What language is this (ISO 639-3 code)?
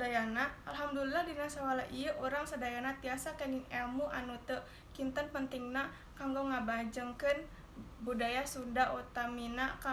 sun